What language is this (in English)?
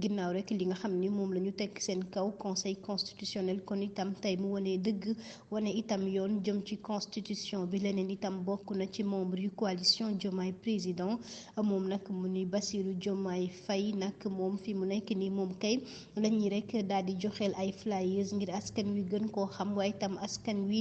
Wolof